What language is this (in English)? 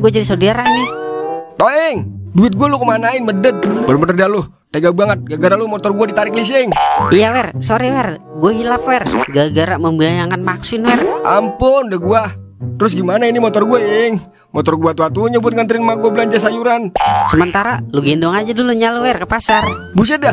Betawi